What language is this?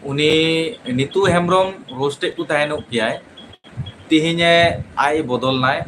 Santali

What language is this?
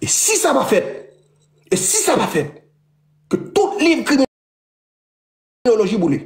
Haitian Creole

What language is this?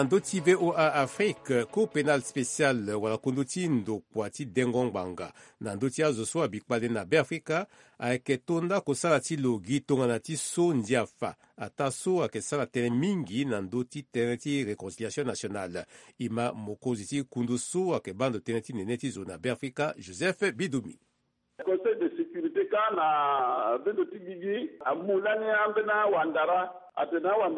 Sango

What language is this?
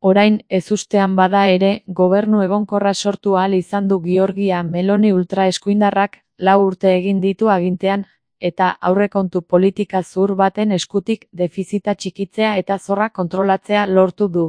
Basque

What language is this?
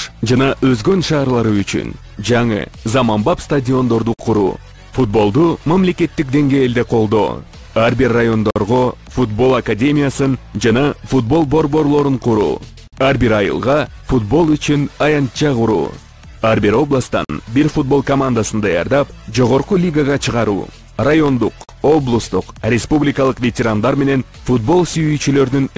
Kyrgyz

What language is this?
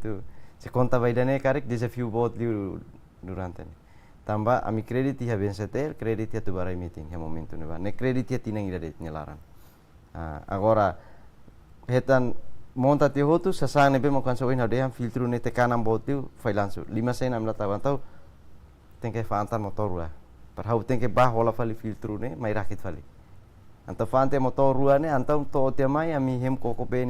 Tetum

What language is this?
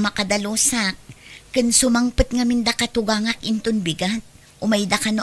Iloko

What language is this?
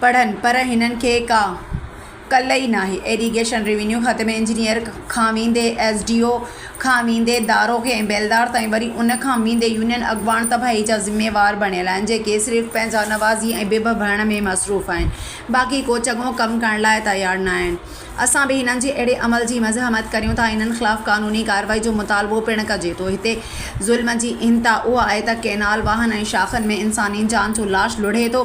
Sindhi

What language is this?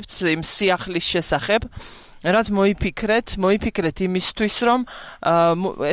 Georgian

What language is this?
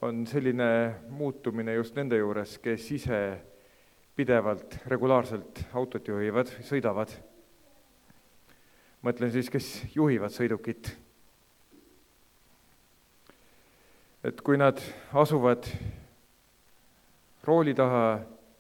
Estonian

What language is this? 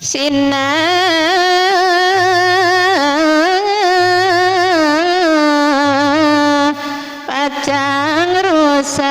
Balinese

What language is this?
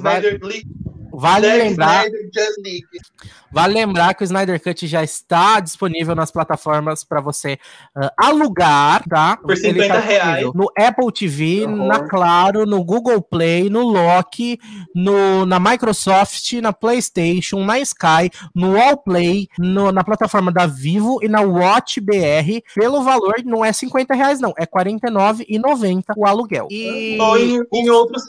Portuguese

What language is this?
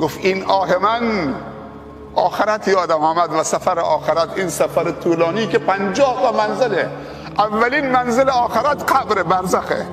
Persian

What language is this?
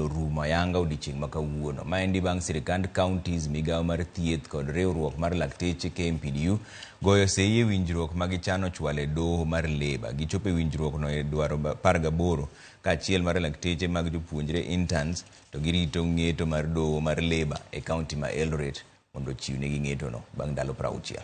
Luo (Kenya and Tanzania)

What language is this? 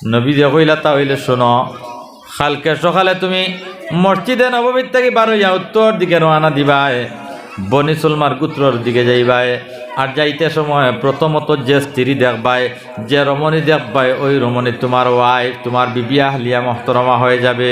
Sylheti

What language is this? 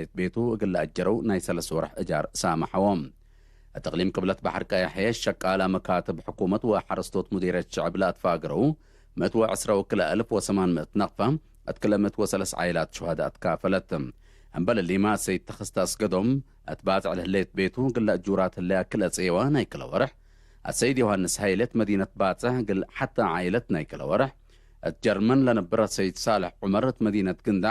Tigre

